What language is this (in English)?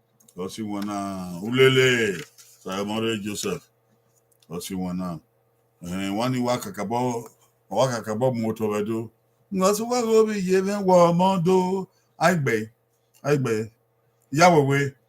Bini